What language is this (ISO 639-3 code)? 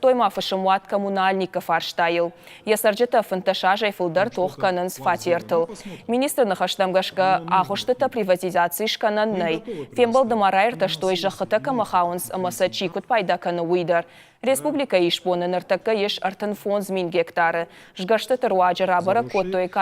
oss